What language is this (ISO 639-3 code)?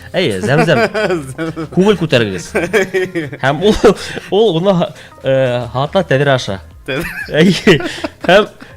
bak